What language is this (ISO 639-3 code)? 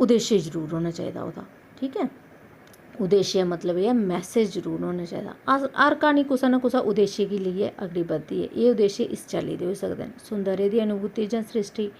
doi